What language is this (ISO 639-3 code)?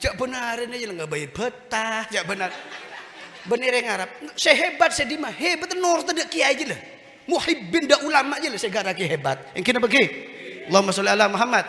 mad